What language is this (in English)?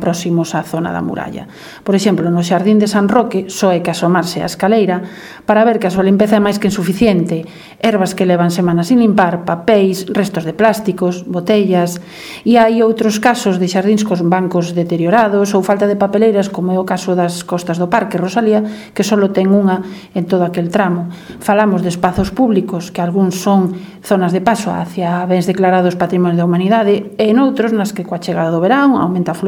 Galician